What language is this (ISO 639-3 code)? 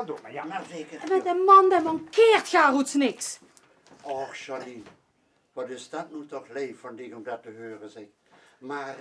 lim